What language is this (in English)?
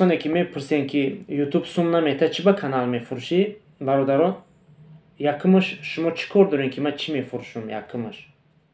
Tajik